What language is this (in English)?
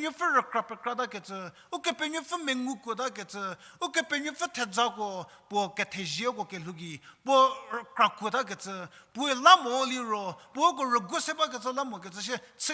Angami Naga